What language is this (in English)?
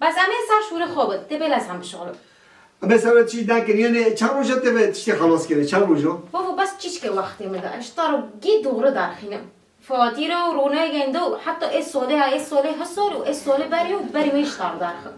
Kurdish